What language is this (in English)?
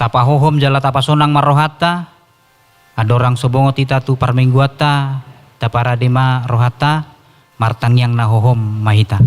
Batak Toba